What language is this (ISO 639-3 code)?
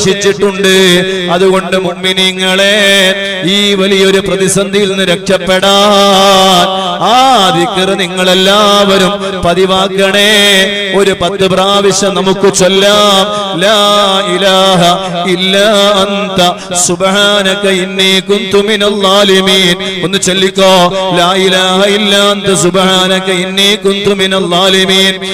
mal